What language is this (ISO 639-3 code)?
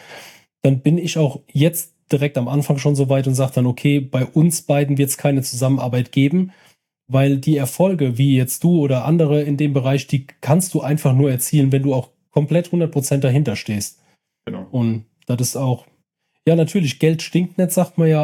deu